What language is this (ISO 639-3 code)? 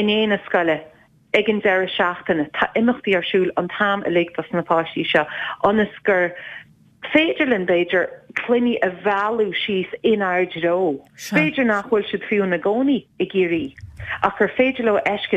gle